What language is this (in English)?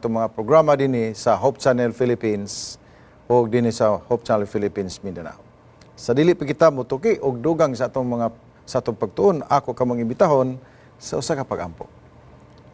Cebuano